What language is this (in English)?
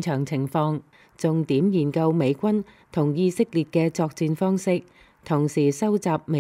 Cantonese